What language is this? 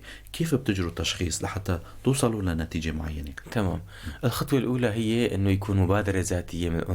North Levantine Arabic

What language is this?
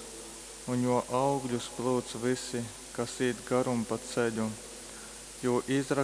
Latgalian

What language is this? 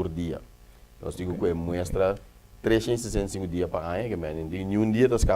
Papiamento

